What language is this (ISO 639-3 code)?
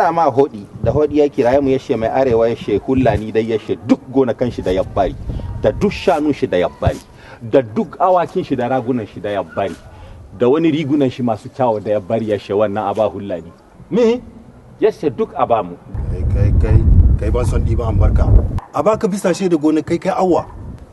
hau